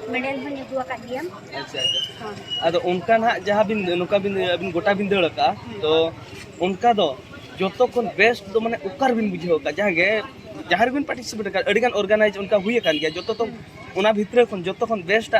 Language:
Santali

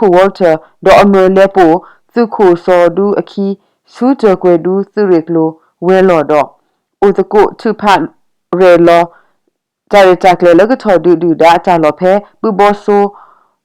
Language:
S'gaw Karen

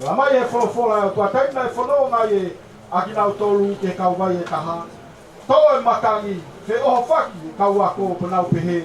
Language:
Tongan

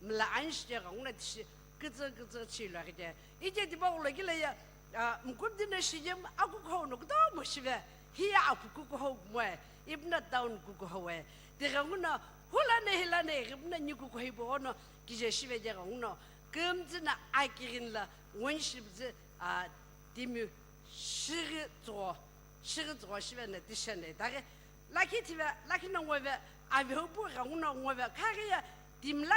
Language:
Sumi Naga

